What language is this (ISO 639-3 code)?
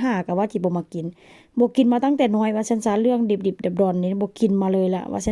lao